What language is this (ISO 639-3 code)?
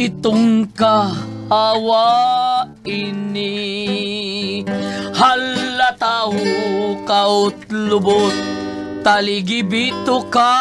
ceb